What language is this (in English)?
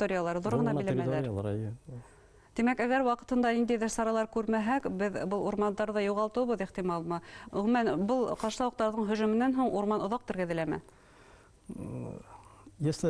Bashkir